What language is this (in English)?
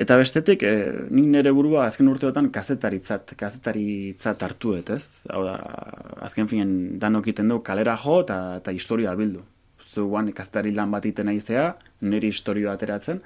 Basque